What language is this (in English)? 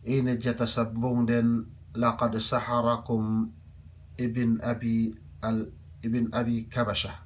Yakan